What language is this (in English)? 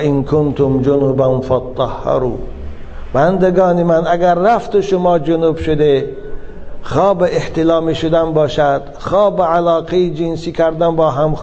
Tajik